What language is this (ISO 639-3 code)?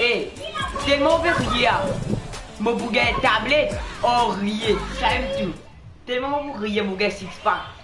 mfe